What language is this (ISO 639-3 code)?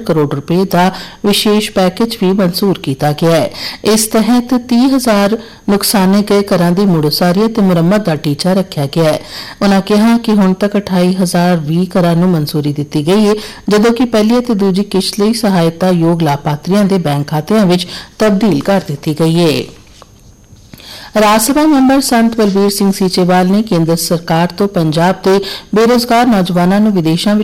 pan